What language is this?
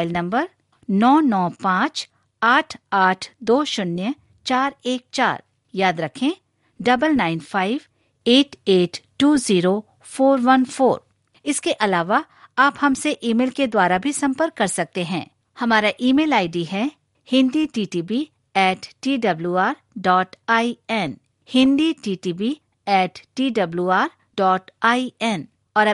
Hindi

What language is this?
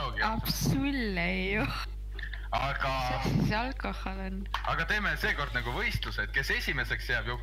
Estonian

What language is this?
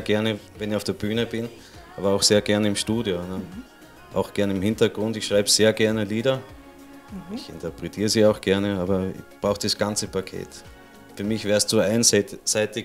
German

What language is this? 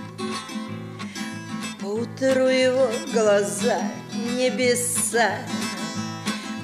Russian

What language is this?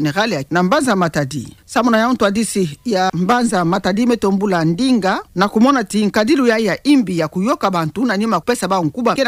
Kituba (Democratic Republic of Congo)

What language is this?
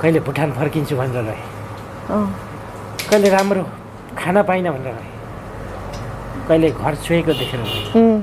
Nepali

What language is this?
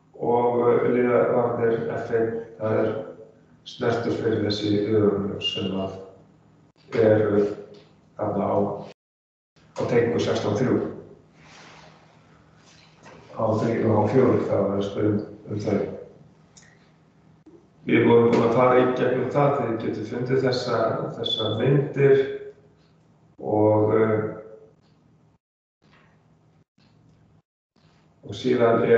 Icelandic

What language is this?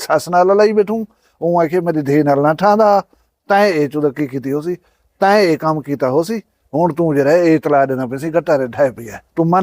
Saraiki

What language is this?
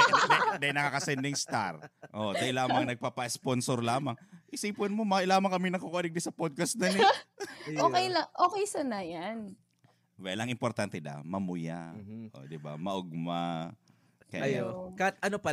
Bikol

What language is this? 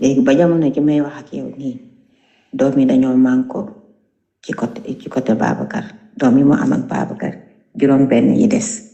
Wolof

